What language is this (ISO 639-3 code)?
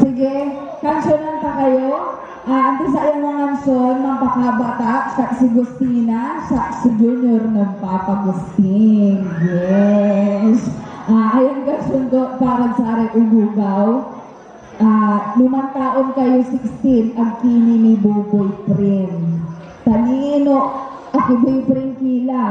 pag